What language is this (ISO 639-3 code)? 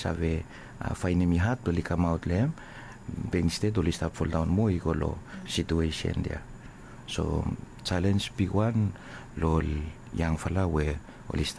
bis